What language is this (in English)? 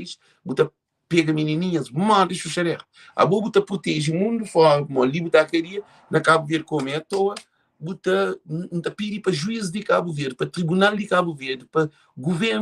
Kabuverdianu